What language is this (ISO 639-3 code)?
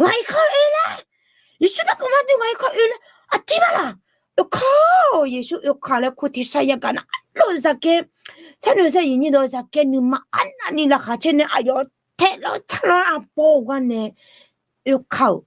ahk